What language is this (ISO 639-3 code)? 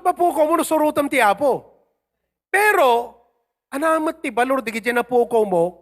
ilo